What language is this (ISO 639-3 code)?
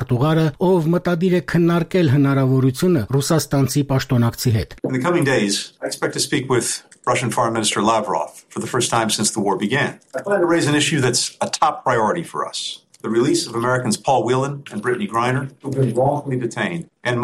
hye